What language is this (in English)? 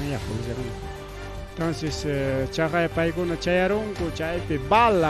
Ayacucho Quechua